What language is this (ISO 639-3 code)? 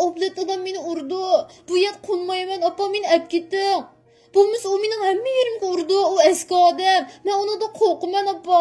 uig